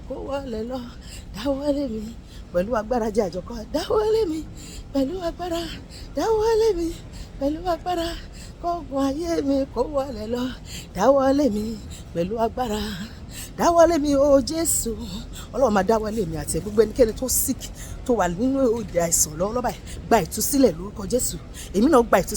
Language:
Yoruba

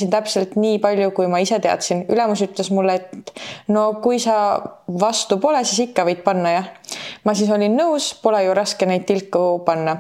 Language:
Estonian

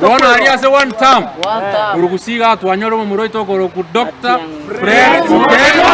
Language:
Gusii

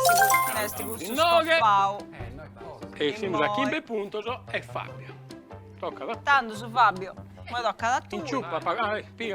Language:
Sardinian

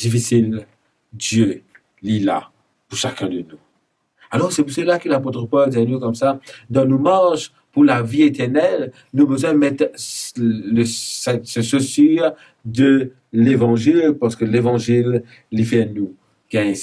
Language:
Morisyen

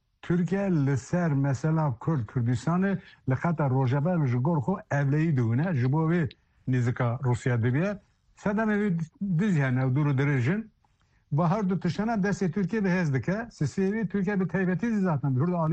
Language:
Kurdish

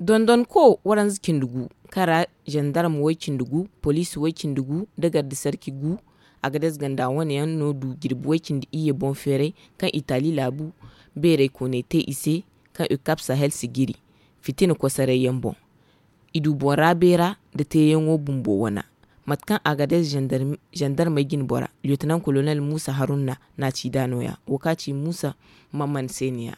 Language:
Zarma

